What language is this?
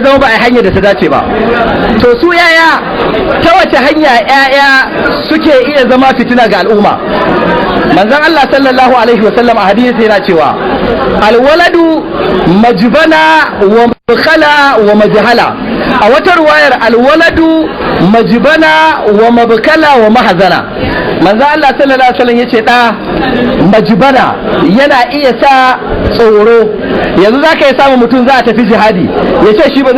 Hausa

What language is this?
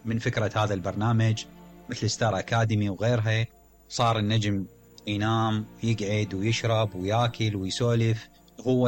Mesopotamian Arabic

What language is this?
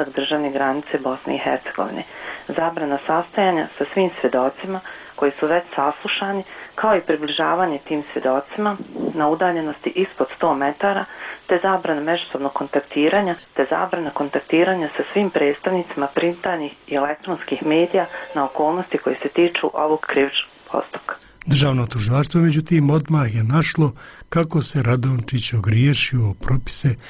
Bosnian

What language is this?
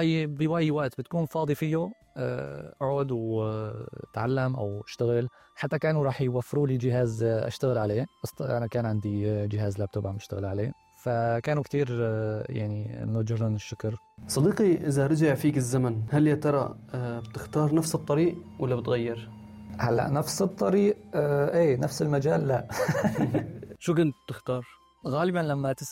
North Levantine Arabic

